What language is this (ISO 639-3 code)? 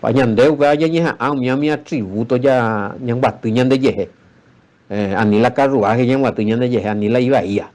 grn